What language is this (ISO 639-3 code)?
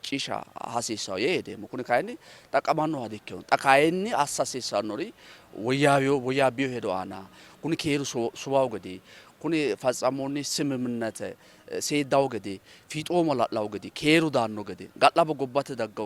sid